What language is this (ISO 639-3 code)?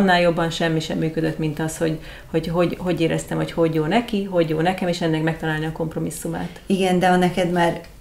hun